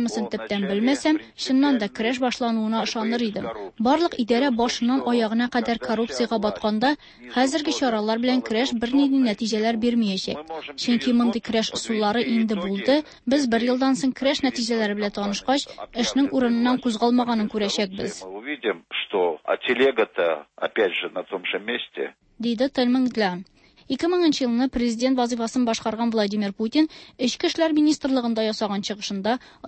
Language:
Tatar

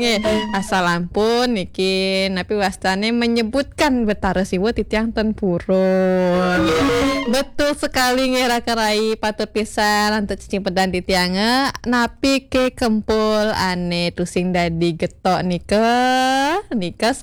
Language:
Balinese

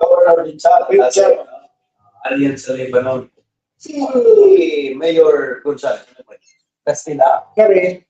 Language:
Bikol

